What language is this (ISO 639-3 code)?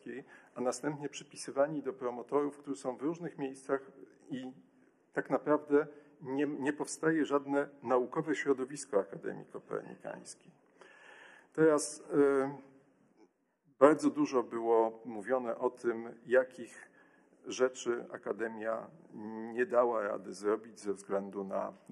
pol